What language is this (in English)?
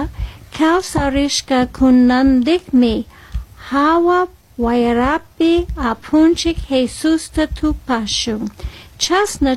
Chimborazo Highland Quichua